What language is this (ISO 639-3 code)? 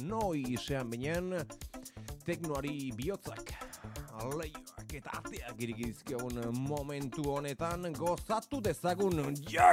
eus